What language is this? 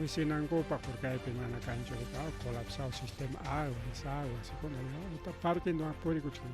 Ayacucho Quechua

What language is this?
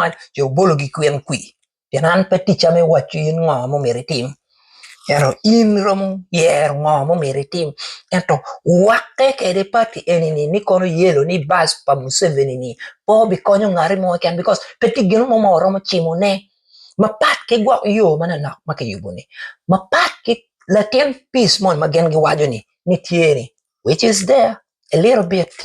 Acoli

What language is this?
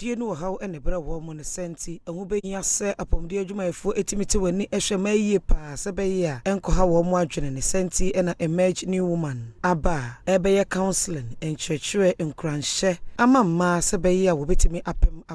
Akan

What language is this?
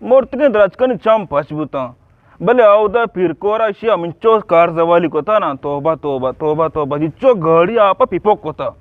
Eastern Balochi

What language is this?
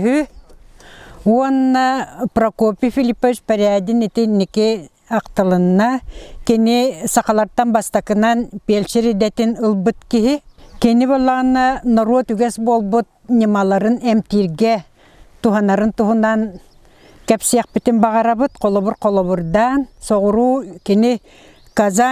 Yakut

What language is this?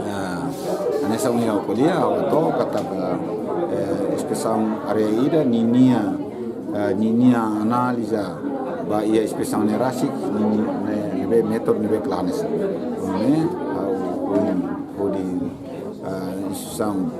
Tetum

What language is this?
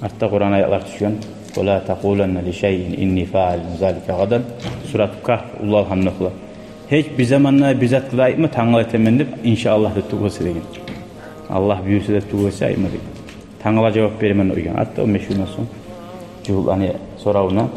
Kumyk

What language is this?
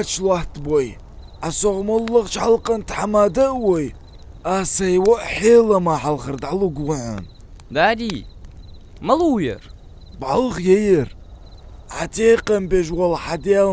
Ingush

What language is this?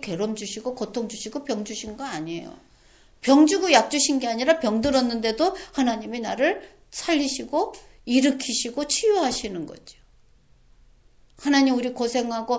Korean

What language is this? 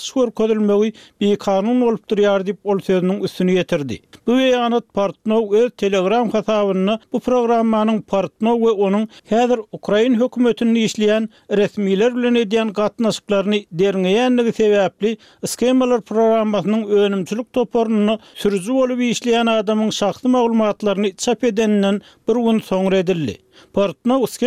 Turkmen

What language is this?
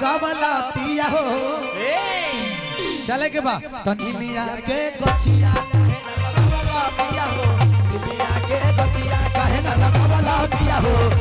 Bhojpuri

